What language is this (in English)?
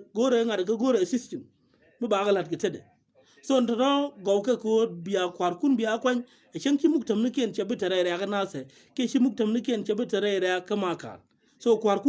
Nuer